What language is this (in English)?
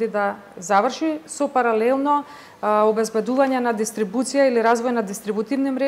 Macedonian